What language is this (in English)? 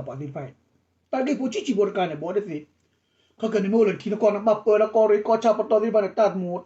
S'gaw Karen